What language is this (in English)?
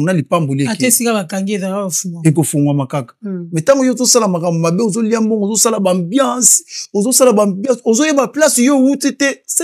Lingala